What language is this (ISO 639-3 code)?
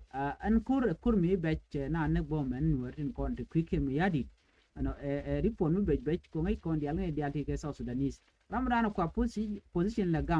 nus